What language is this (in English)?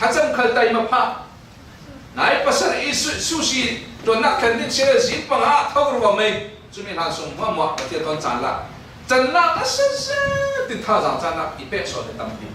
Falam Chin